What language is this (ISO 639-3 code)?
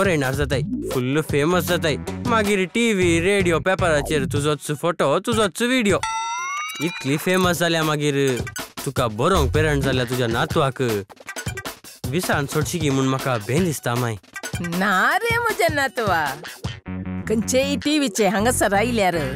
kok